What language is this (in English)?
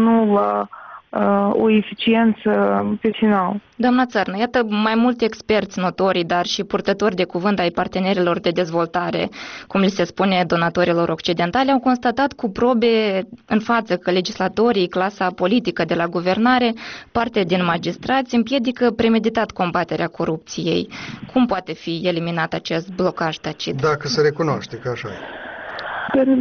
Romanian